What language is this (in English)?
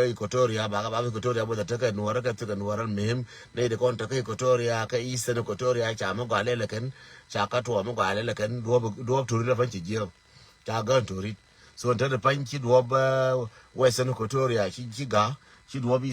Nuer